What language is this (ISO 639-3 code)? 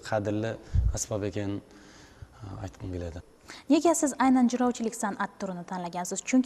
kaa